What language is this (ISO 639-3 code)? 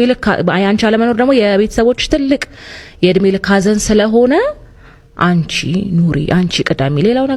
amh